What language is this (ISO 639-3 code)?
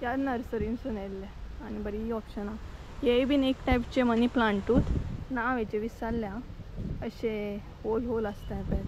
kok